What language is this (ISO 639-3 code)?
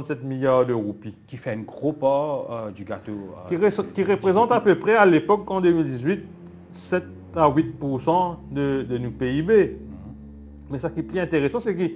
mfe